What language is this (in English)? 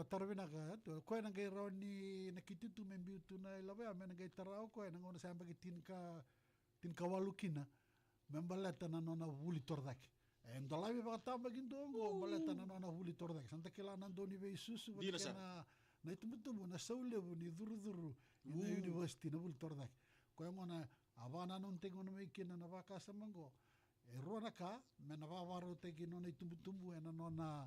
Fijian